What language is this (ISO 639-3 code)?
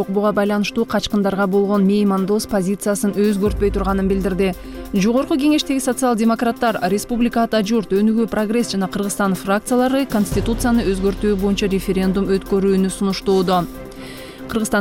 kir